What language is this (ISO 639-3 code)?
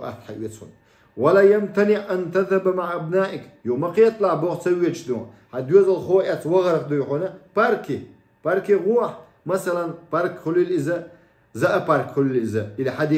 che